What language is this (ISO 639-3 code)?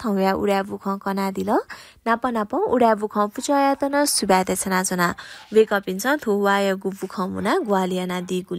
new